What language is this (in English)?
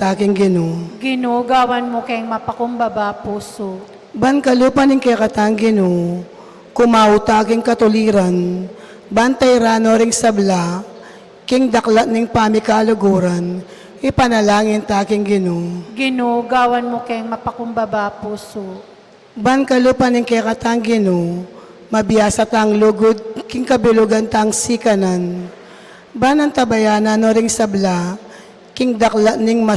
Pampanga